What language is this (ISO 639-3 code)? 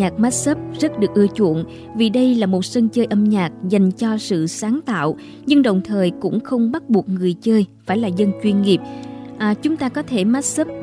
vie